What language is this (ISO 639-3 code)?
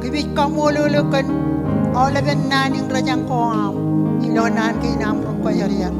mah